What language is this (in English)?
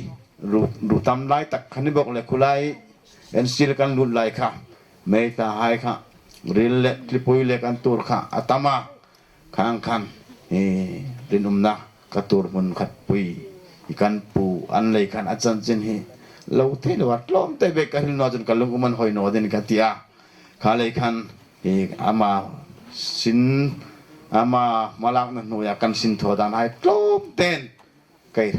Hmar